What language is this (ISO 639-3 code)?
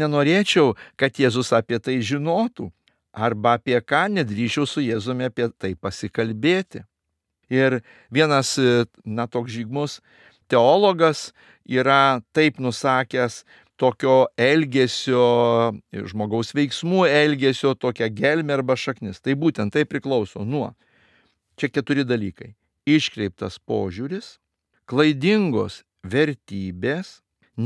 lit